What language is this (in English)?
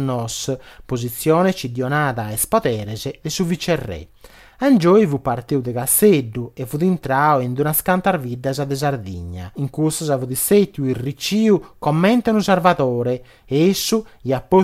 Sardinian